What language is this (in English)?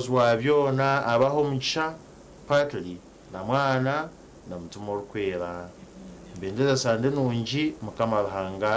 Nyankole